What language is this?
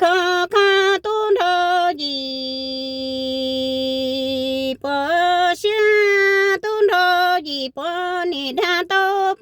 Hmong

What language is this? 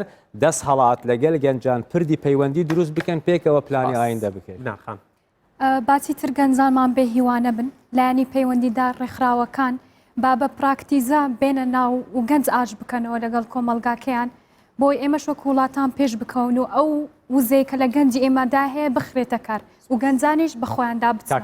Central Kurdish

